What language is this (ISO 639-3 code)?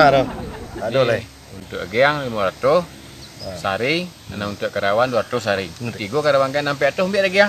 min